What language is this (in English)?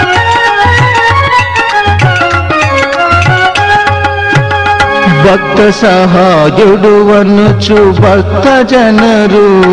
Telugu